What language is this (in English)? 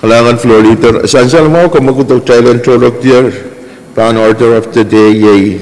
Pohnpeian